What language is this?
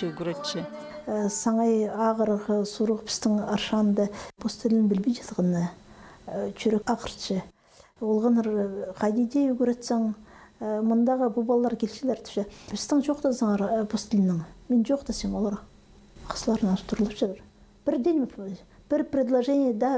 Khakas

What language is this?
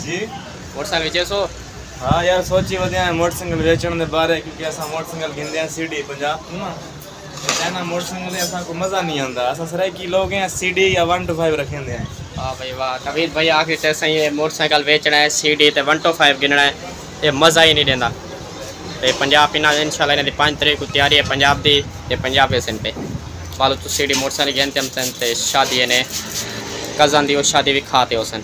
Saraiki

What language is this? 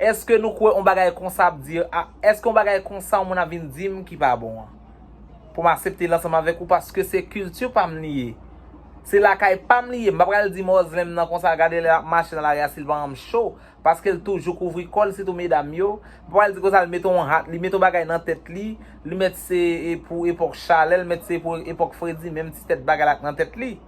Haitian Creole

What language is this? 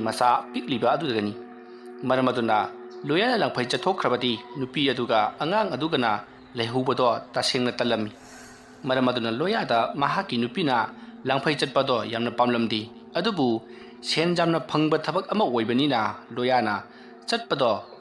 Manipuri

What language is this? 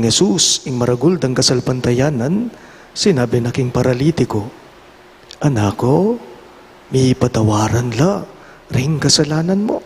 Pampanga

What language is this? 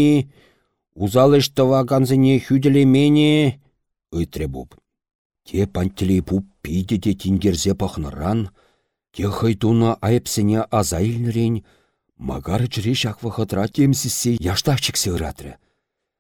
Chuvash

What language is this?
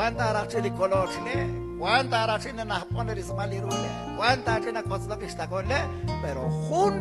Kekchí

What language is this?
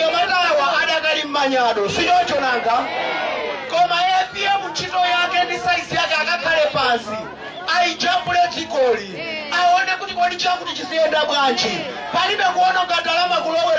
Nyanja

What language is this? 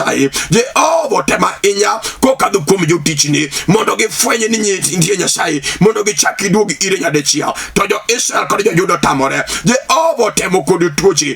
Luo (Kenya and Tanzania)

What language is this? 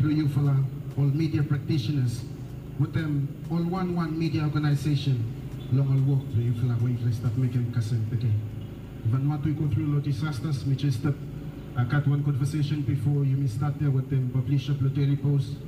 Bislama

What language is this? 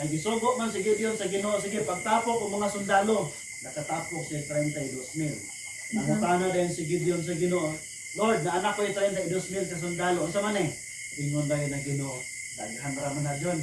Cebuano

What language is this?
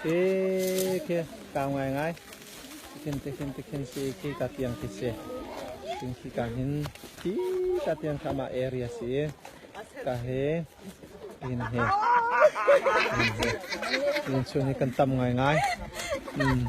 Hakha Chin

